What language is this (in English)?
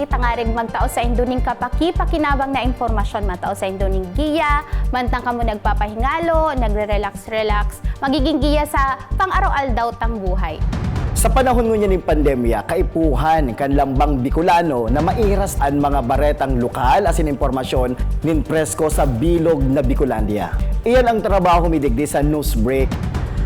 Bikol